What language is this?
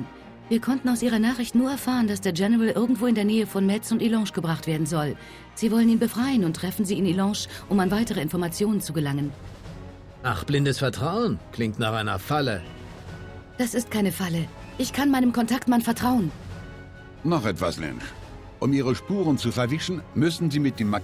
Bavarian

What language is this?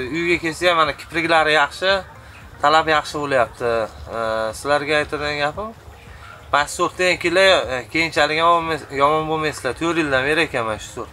Uzbek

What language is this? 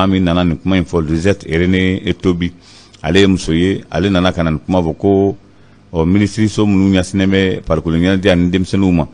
Bambara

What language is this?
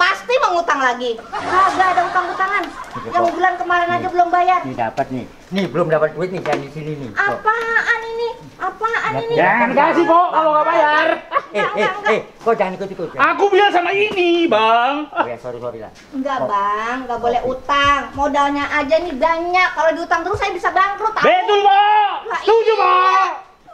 Betawi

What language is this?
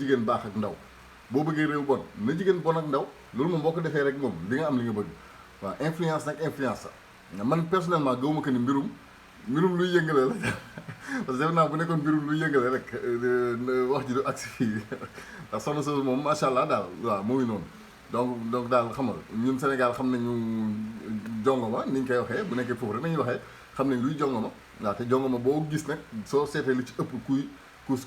Wolof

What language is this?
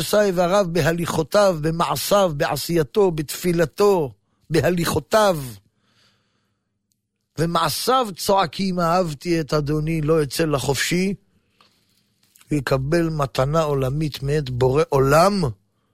Hebrew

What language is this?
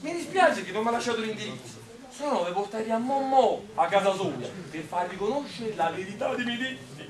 Neapolitan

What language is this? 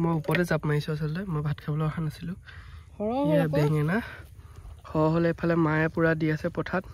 Assamese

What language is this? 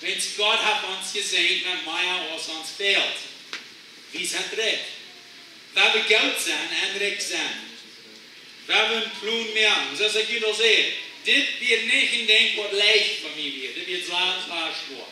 Plautdietsch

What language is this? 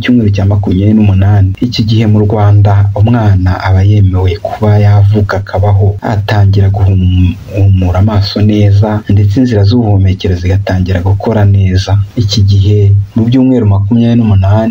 Kinyarwanda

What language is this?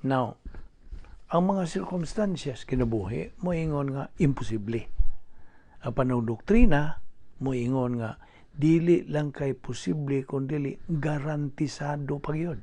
Cebuano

